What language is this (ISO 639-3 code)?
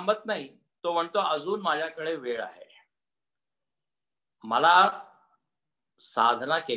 mar